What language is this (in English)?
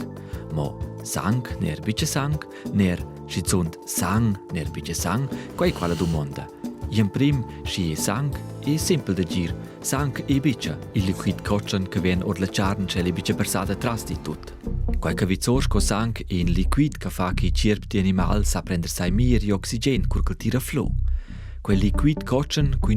Romansh